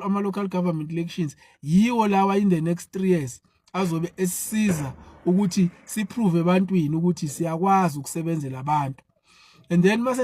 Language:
Zulu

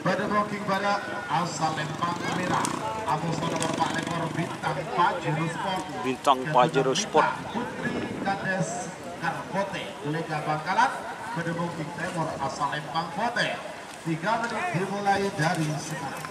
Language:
Madurese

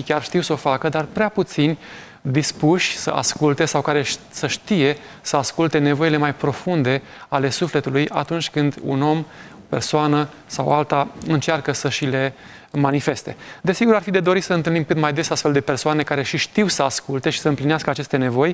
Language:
Romanian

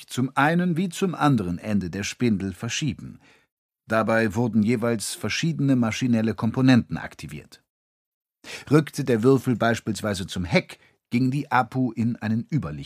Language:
German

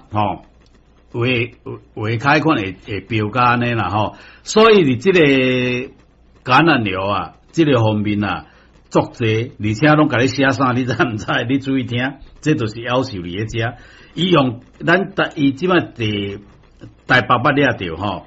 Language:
Min Nan Chinese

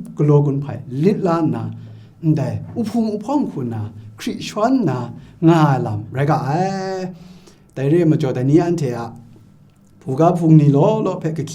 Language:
Kachin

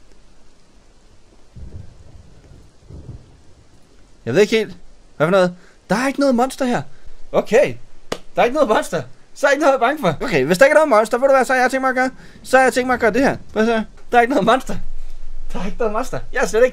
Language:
Danish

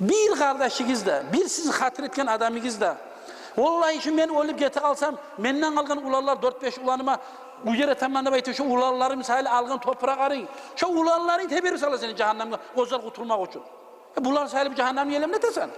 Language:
Kumyk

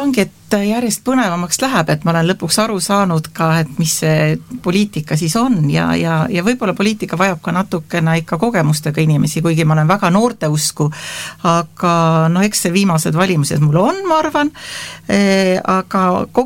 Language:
Estonian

